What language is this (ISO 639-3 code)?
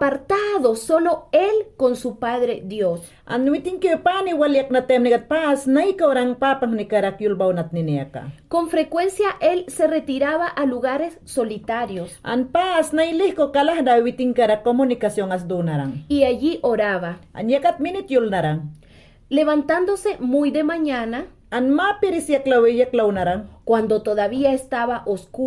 yan